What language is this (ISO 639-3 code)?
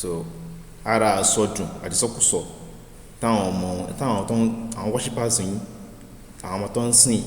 yor